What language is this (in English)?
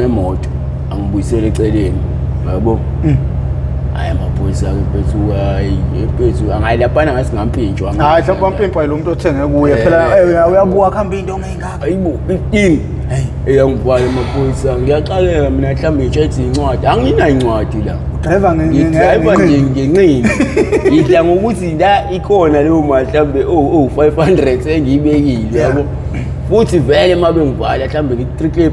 Zulu